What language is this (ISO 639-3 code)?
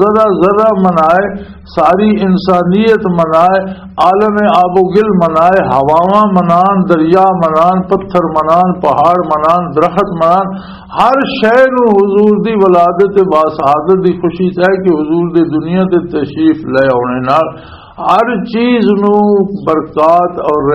lah